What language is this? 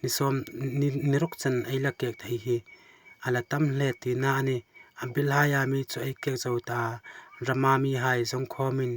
Hmar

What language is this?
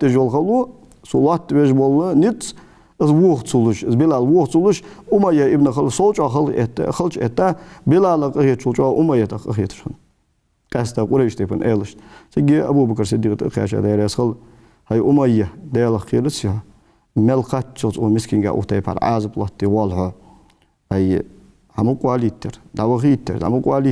Ingush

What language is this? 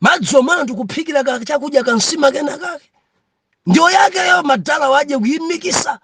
Nyanja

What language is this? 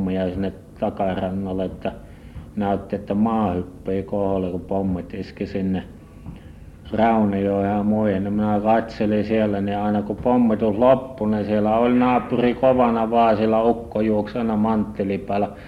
Finnish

